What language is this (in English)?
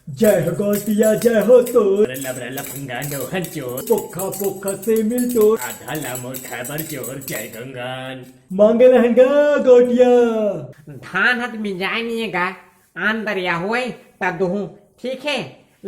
Chhattisgarhi